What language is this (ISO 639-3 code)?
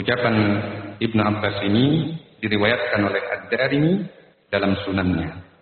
ind